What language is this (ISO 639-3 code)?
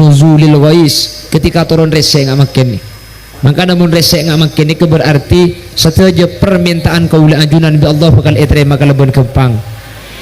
mad